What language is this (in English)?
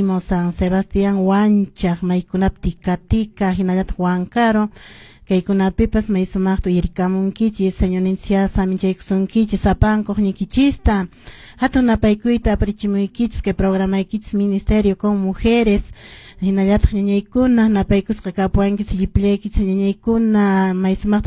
Quechua